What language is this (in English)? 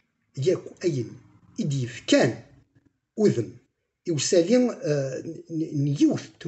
Kabyle